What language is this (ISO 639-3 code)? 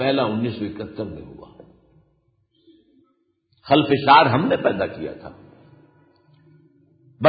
urd